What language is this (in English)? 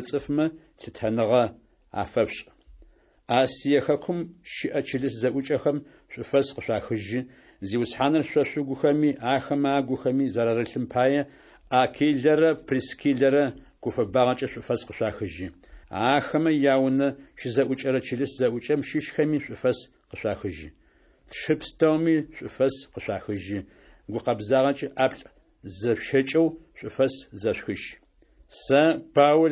Adyghe